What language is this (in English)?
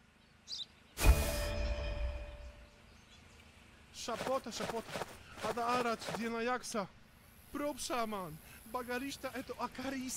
Polish